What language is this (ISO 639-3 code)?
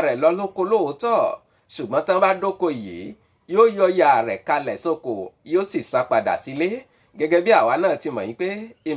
yor